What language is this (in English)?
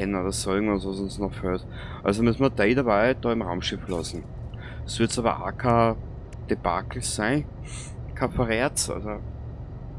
Bavarian